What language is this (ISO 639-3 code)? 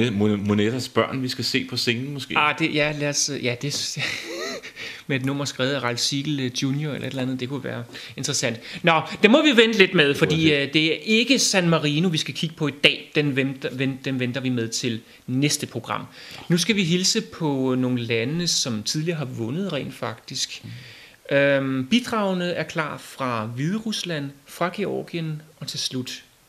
dan